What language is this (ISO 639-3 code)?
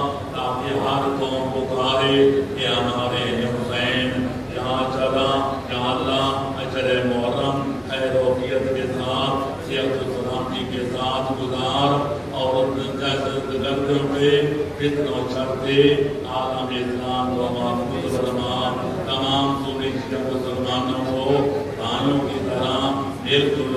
urd